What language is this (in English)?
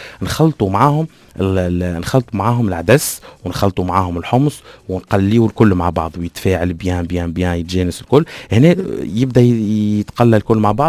Tunisian Arabic